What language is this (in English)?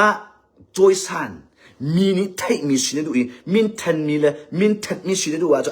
Hakha Chin